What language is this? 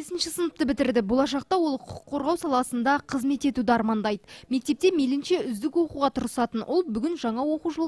Kazakh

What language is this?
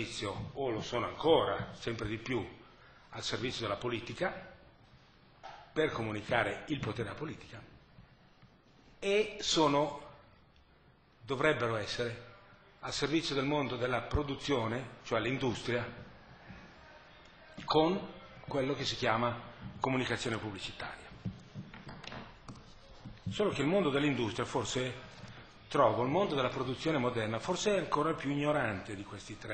Italian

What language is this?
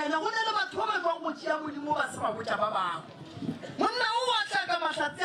Northern Sotho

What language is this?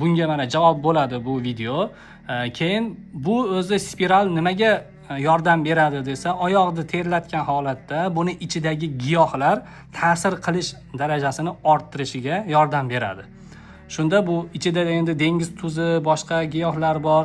Uzbek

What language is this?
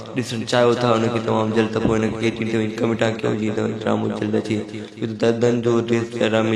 Sindhi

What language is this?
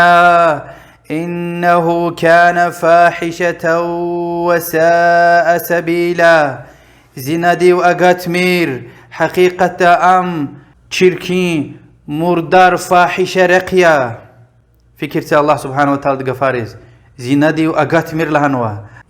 Lezghian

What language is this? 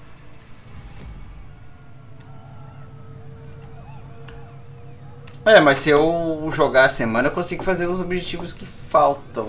Portuguese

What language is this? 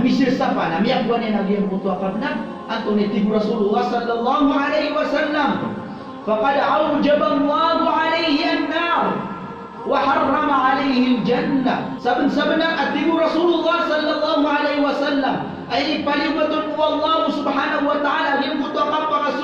Maranao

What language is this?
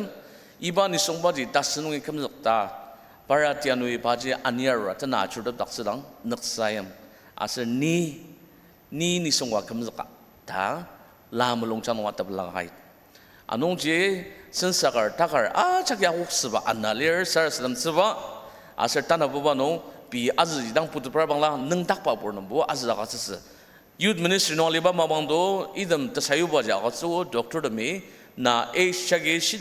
Ao Naga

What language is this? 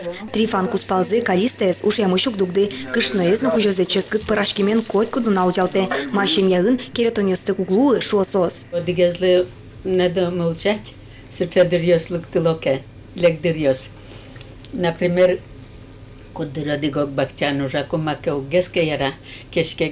Udmurt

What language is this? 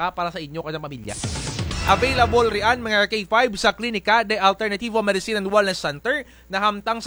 Kinaray-a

